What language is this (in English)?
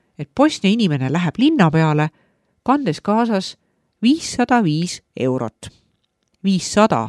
Estonian